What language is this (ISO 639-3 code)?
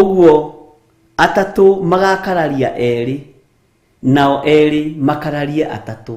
kik